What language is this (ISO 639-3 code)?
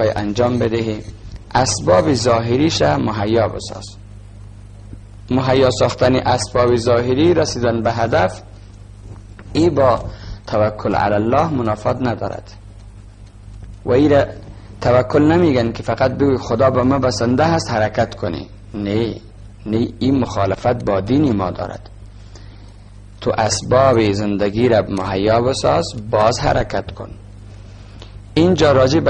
fas